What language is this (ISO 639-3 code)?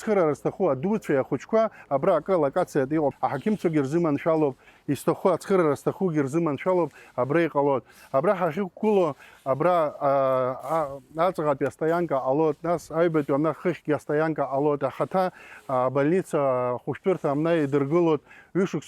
abk